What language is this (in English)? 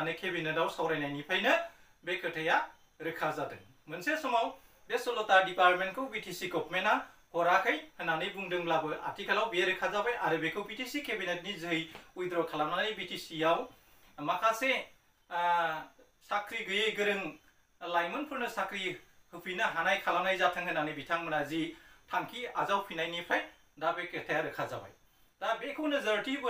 Bodo